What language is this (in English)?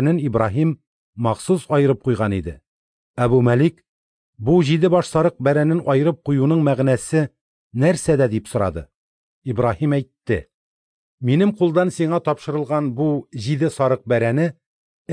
Tatar